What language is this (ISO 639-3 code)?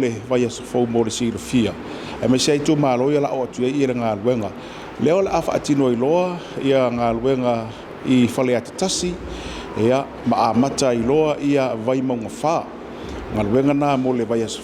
smo